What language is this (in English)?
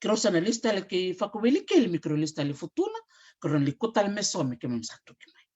Fijian